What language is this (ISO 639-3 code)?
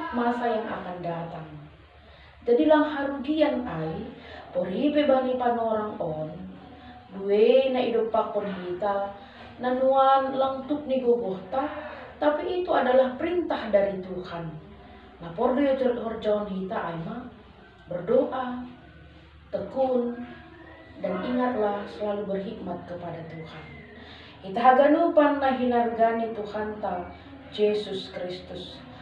bts